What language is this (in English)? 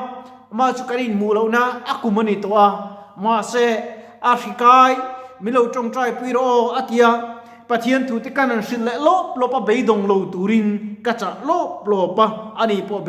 Mizo